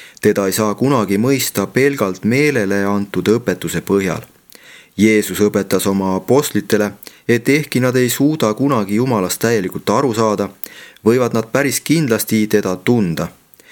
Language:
Estonian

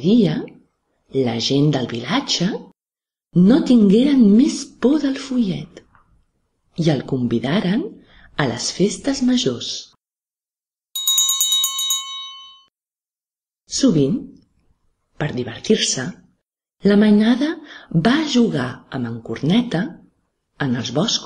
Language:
Catalan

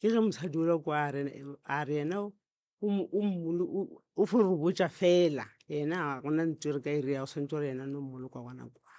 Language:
Northern Sotho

